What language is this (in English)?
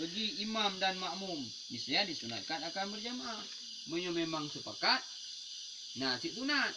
Achinese